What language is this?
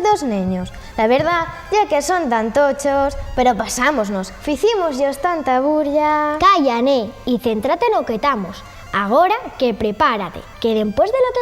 Asturian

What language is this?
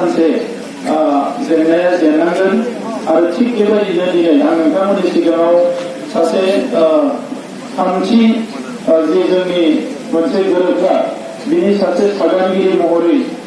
Bodo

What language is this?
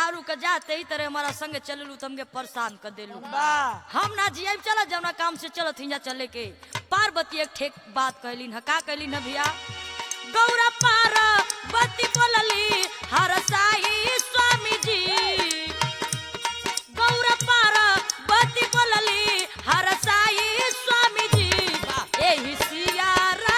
Bhojpuri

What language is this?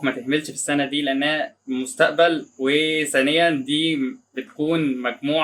Egyptian Arabic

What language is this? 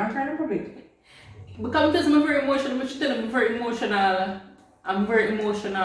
Jamaican Creole English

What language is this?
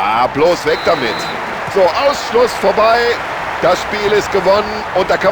Bavarian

